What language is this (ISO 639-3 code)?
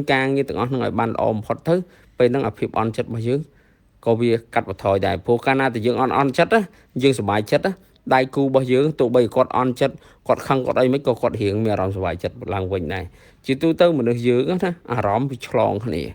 khm